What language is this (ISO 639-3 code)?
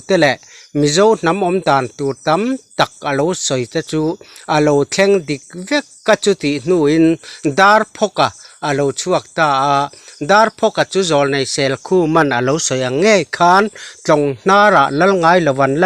lus